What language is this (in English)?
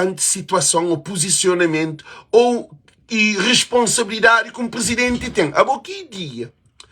Kabuverdianu